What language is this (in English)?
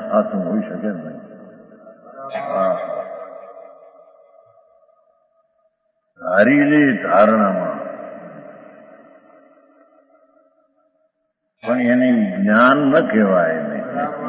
Gujarati